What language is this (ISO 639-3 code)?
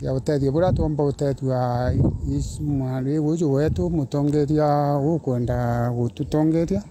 mer